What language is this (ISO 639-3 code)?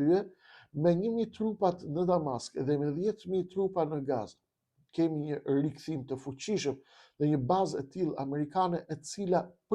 sqi